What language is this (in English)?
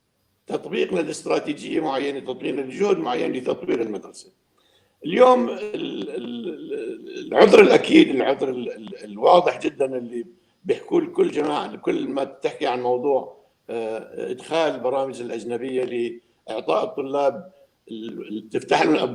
North Levantine Arabic